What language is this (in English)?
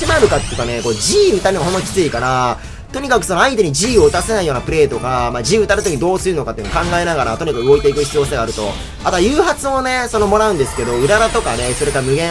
Japanese